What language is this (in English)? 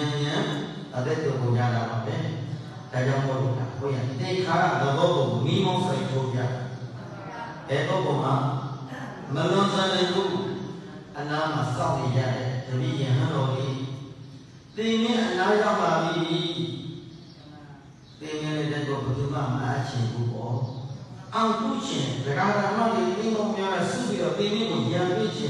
Burmese